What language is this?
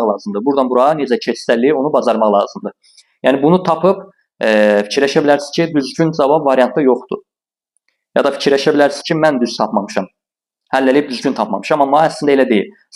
Azerbaijani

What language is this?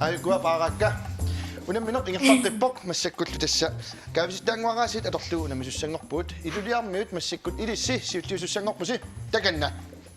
Kalaallisut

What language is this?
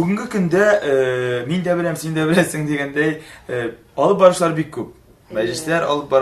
Tatar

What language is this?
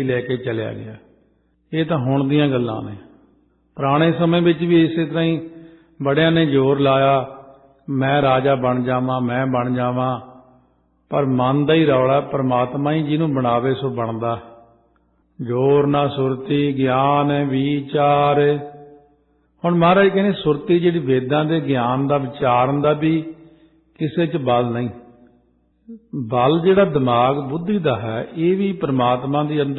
Punjabi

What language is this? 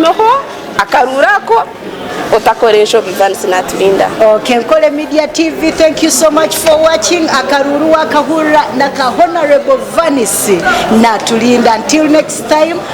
Nyankole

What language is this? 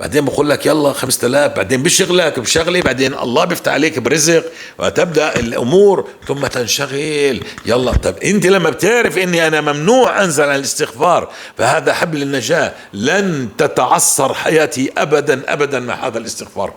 North Levantine Arabic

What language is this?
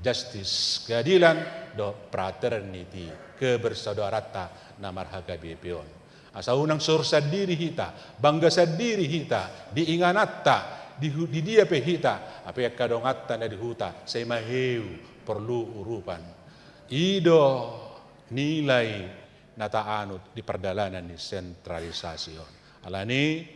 Batak Toba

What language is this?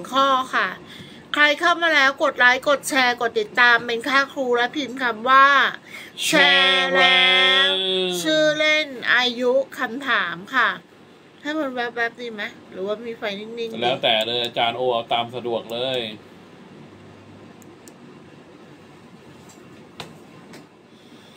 Thai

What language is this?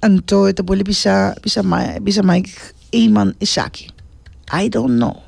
Papiamento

